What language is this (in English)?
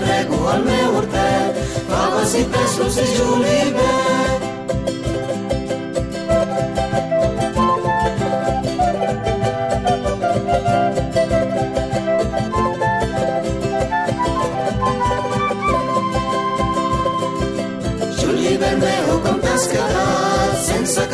Catalan